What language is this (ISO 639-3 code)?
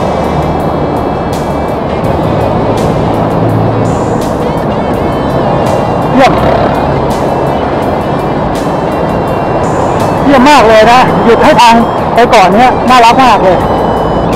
tha